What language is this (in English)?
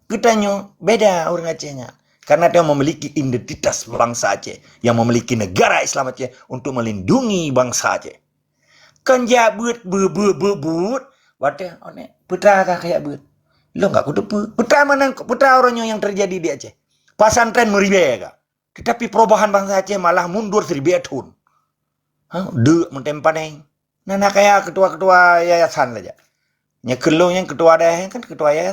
Achinese